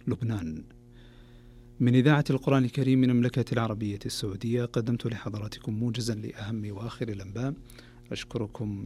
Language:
Arabic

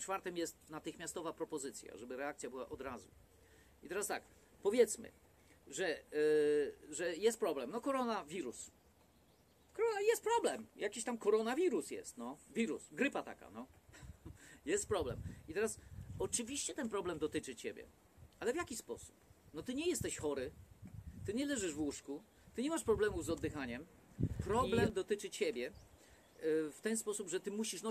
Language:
Polish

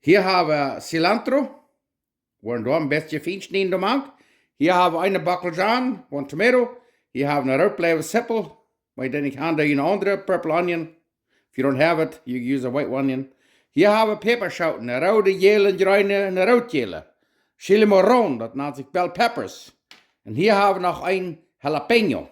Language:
Plautdietsch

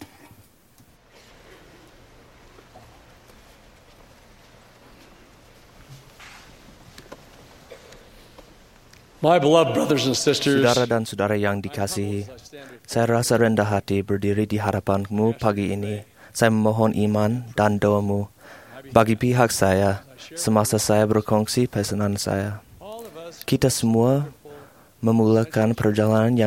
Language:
Malay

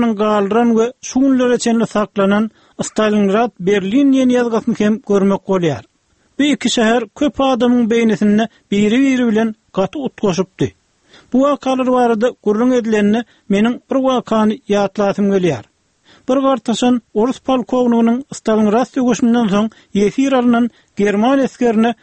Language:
Turkmen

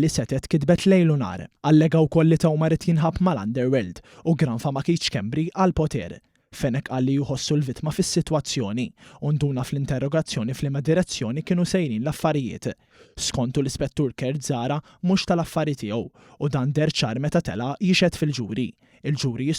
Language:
Maltese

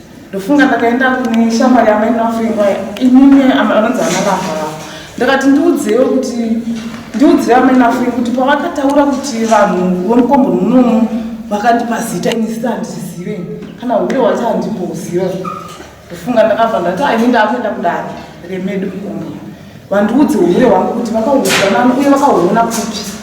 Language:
Shona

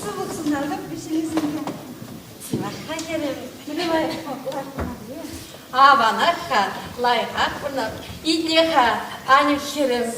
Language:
Chuvash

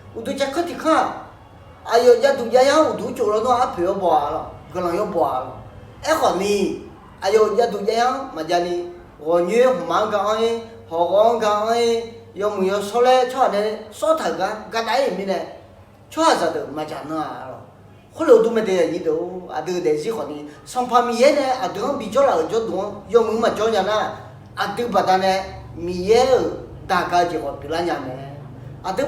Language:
Akha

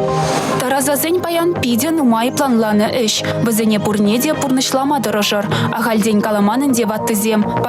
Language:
Chuvash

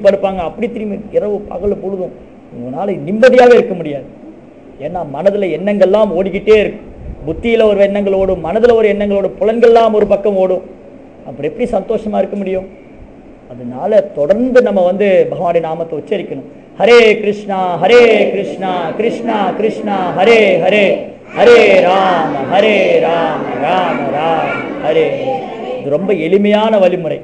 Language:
Tamil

